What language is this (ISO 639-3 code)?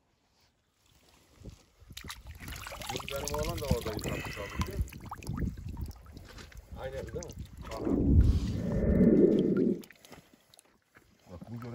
tur